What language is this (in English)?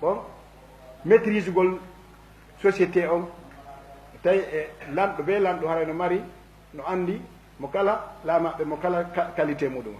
Fula